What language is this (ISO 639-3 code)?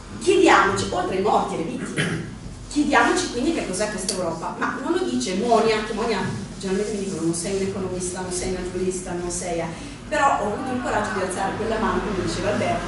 ita